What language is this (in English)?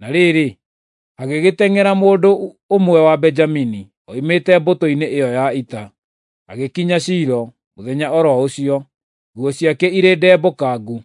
Kikuyu